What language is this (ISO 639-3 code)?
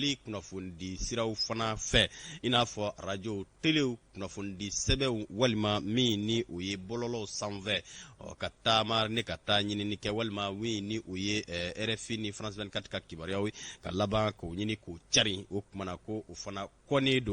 bam